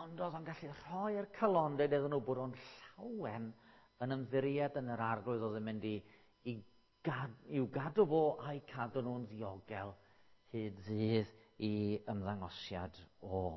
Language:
Welsh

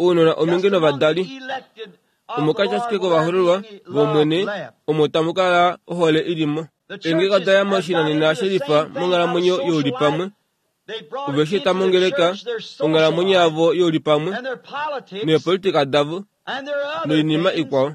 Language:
Kuanyama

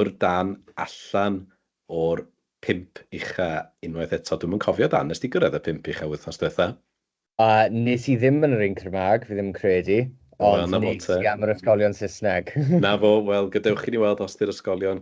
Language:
Welsh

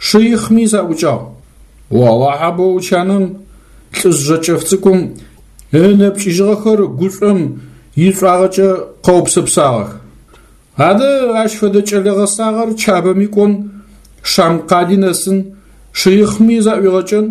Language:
Adyghe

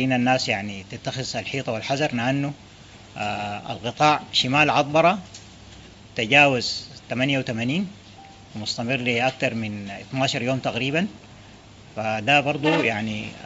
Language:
Sudanese Arabic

